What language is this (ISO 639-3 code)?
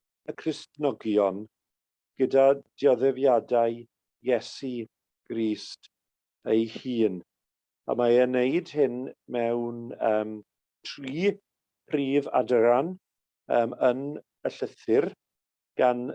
cym